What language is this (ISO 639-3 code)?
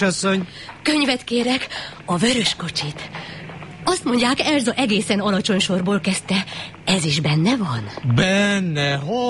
hun